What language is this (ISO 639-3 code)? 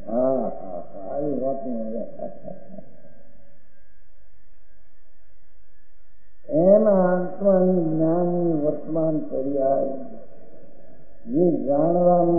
guj